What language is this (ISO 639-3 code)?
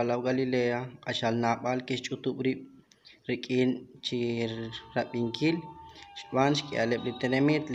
kek